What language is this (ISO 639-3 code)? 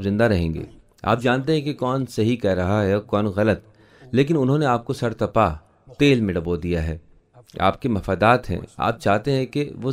urd